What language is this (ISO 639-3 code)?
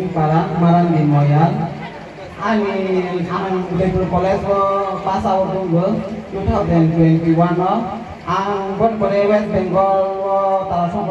trp